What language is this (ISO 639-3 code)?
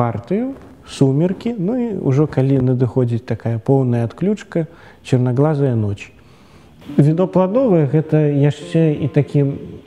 bel